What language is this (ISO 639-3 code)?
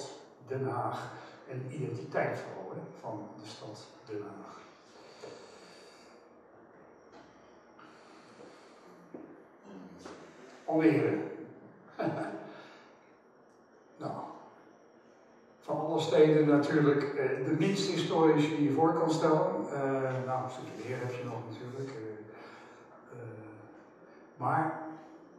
nld